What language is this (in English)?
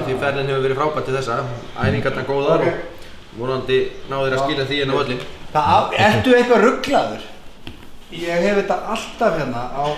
Icelandic